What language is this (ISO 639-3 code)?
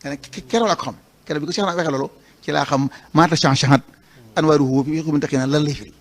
wol